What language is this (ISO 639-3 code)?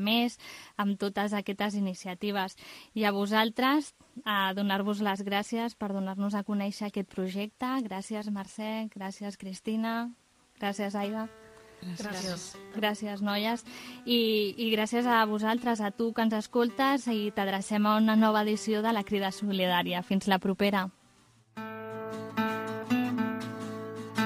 cat